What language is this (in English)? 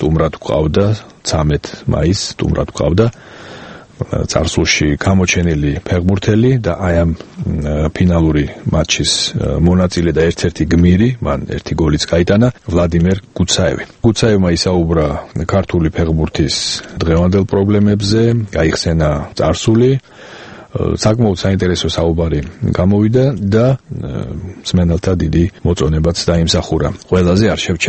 Georgian